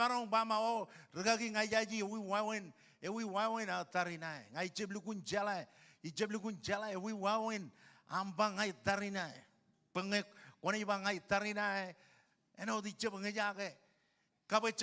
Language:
Marshallese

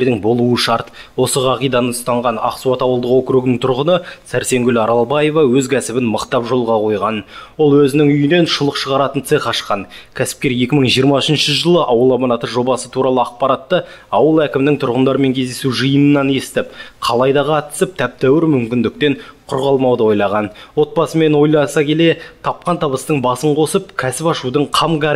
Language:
Kazakh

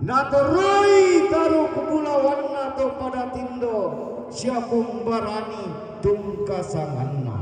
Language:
Toraja-Sa'dan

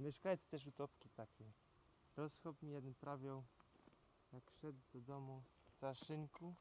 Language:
Silesian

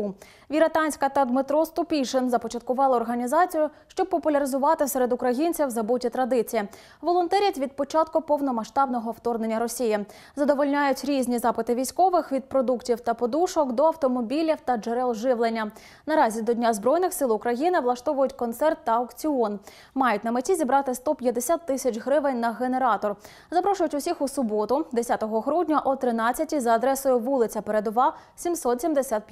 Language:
Ukrainian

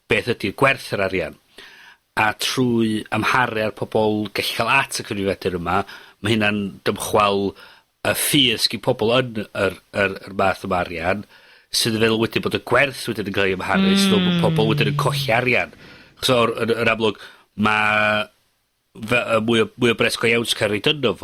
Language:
Welsh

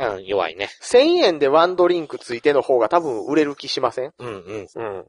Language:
Japanese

